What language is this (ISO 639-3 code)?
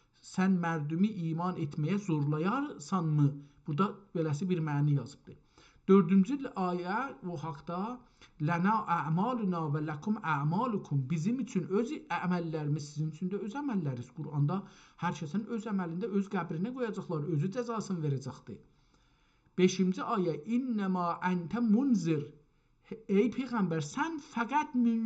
azb